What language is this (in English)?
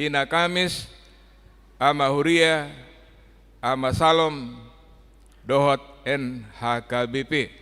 Batak Toba